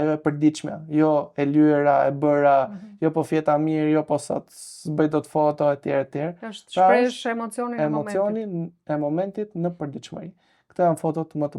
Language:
Albanian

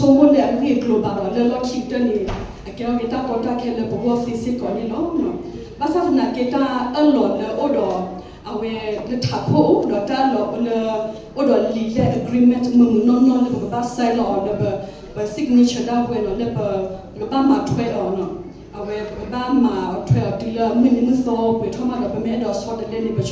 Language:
S'gaw Karen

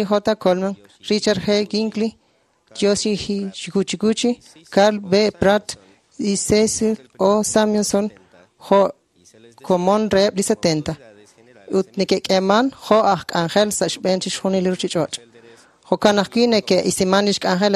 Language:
Kekchí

